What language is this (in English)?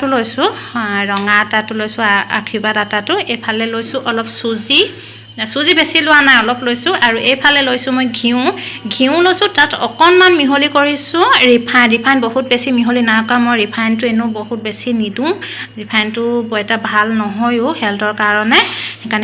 Assamese